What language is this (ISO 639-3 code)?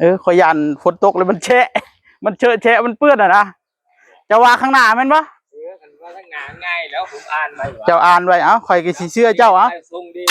tts